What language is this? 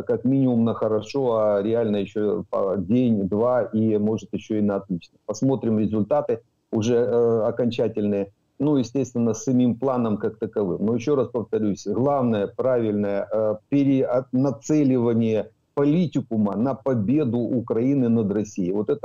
Russian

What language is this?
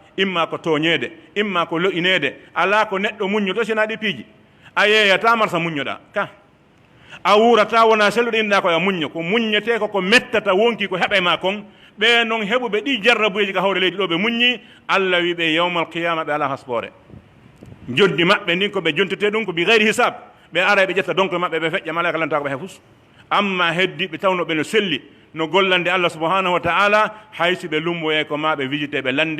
Pular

